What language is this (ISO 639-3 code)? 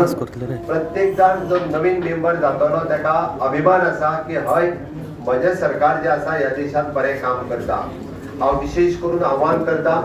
kok